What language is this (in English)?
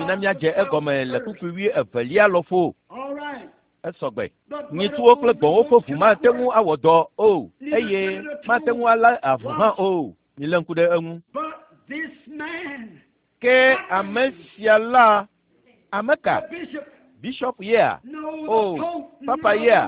Ewe